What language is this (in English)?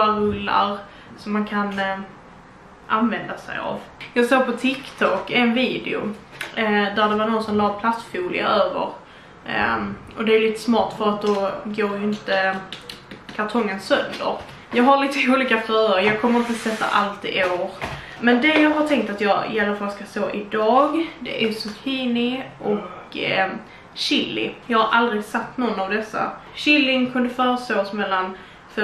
Swedish